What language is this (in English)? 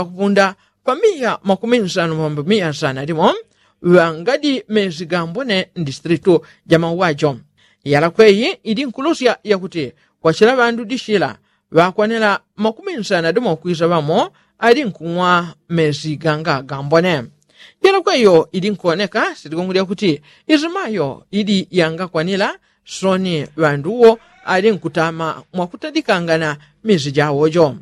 Yao